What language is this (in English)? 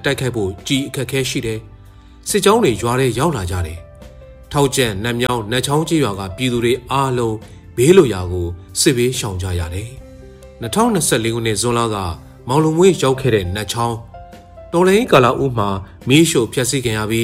Burmese